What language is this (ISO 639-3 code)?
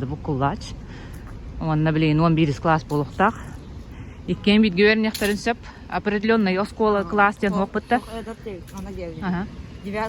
sah